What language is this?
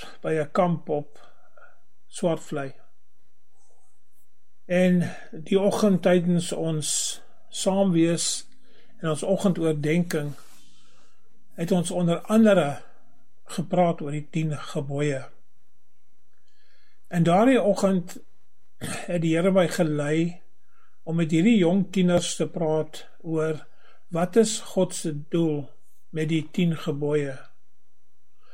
Afrikaans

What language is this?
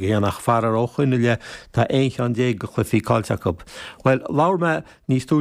Irish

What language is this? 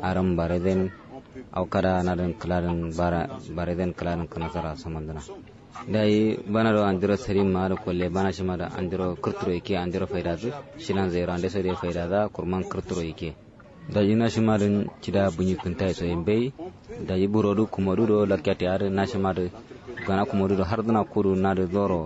Kanuri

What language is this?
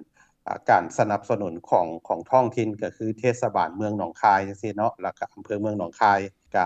Lao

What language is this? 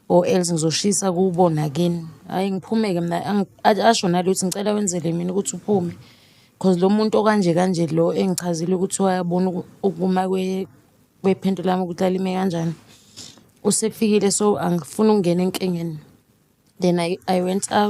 Zulu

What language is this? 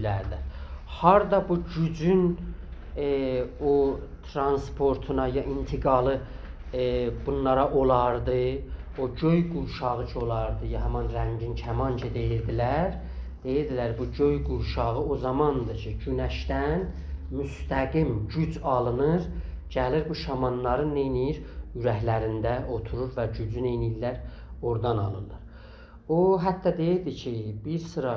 South Azerbaijani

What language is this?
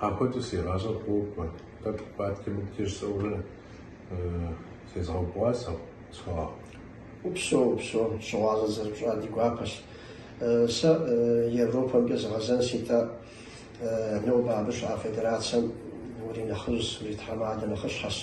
Kabardian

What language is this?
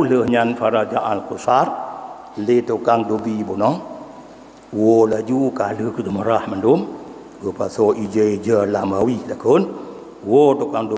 Achinese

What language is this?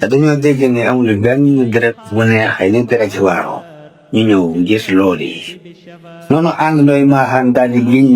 Wolof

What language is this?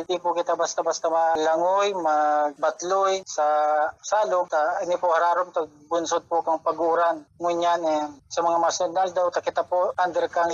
Bikol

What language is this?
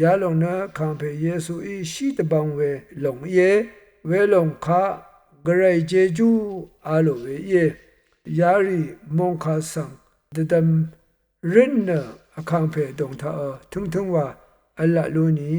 Rawang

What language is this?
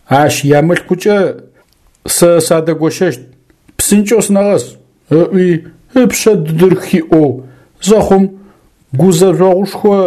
Adyghe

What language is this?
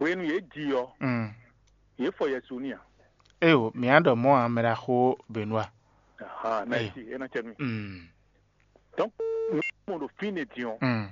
Fon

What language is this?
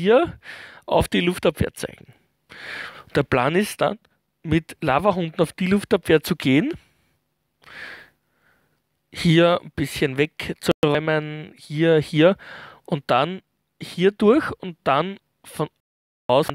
German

